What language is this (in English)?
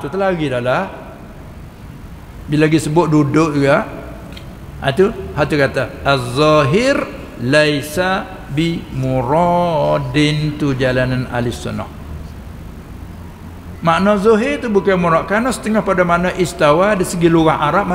Malay